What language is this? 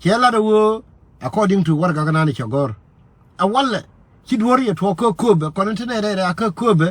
Nuer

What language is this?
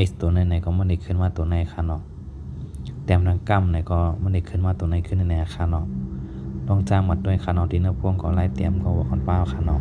Shan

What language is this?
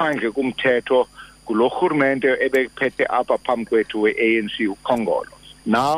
Xhosa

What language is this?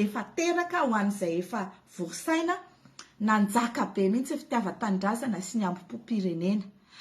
Malagasy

